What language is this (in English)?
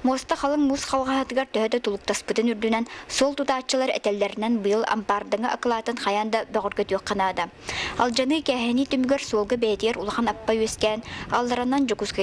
Yakut